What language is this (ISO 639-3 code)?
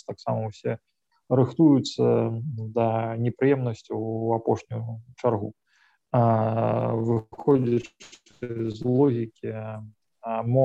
bel